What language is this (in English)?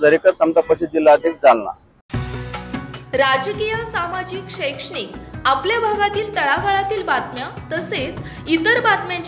Marathi